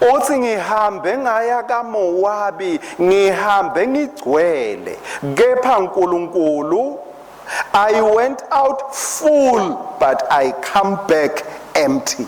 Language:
Swati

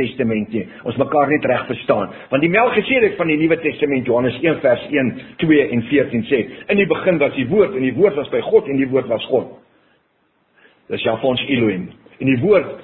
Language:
Afrikaans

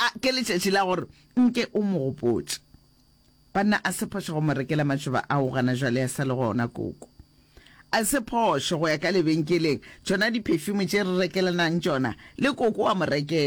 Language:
Northern Sotho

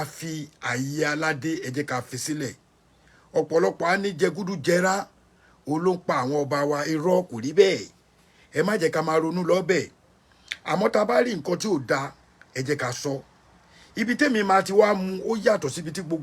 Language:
Yoruba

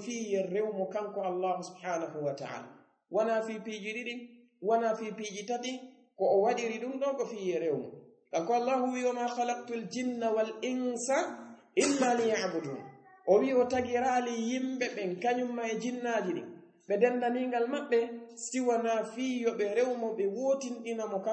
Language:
Fula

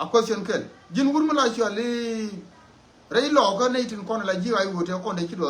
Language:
Nuer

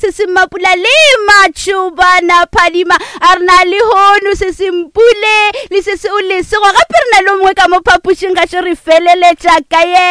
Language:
Northern Sotho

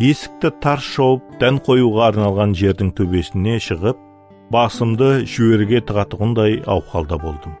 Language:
Kara-Kalpak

